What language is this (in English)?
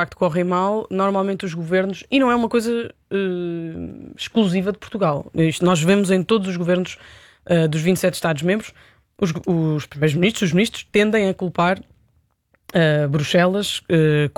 Portuguese